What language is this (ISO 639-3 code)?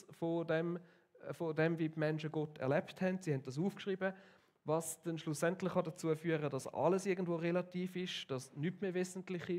gsw